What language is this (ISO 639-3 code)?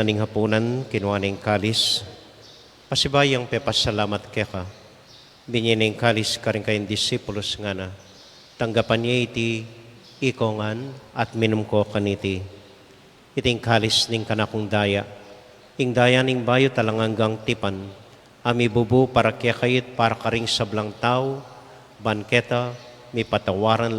pam